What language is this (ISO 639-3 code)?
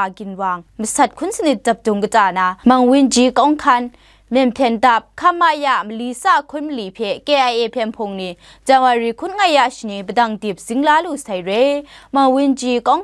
kac